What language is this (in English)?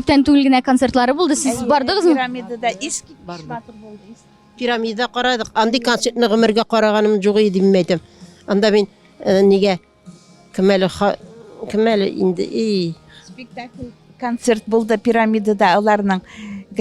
Tatar